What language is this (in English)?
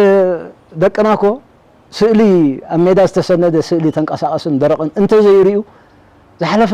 Tigrinya